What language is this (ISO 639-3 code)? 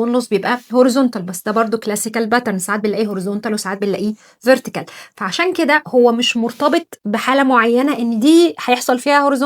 arz